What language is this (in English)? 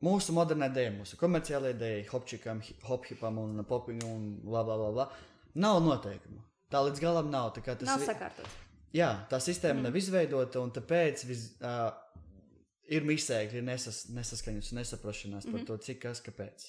Latvian